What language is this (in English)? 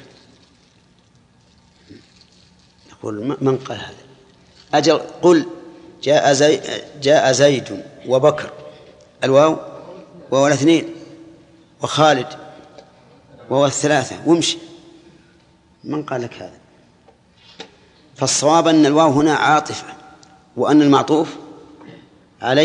Arabic